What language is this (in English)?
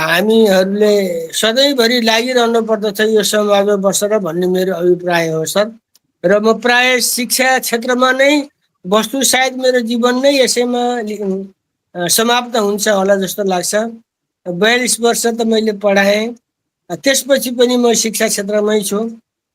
Nepali